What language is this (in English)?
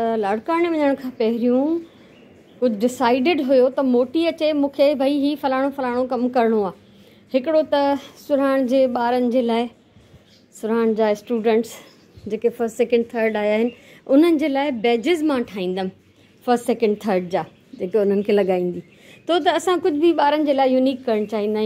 Sindhi